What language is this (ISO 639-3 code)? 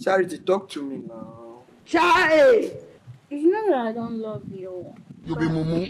pcm